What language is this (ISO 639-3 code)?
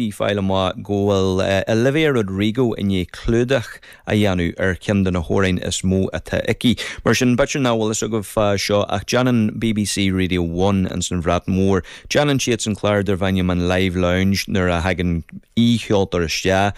gle